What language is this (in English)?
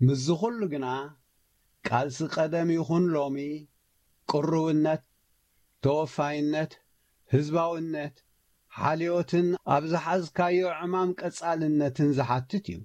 Tigrinya